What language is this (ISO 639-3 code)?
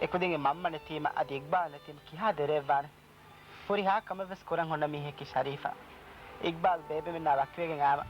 div